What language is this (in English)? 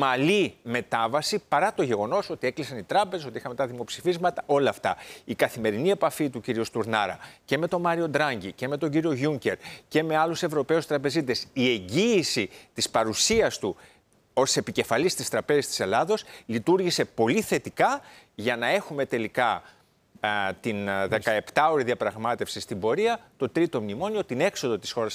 Greek